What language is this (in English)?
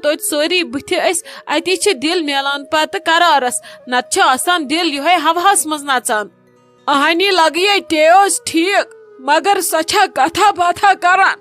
Kashmiri